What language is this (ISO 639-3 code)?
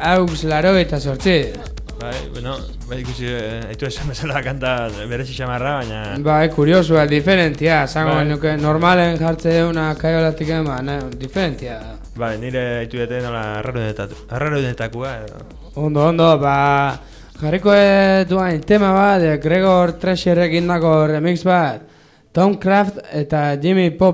eus